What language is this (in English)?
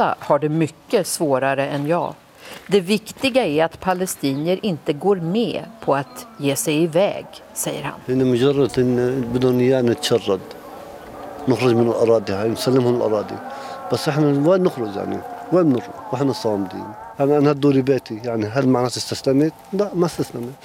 Swedish